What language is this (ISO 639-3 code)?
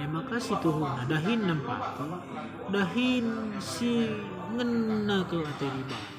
btx